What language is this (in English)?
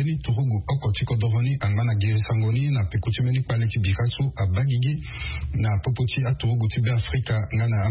Sango